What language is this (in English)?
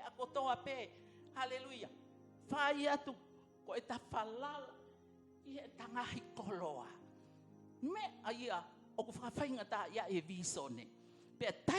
Tongan